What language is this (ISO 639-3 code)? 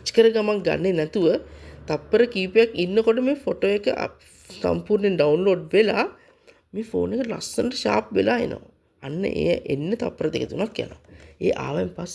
sin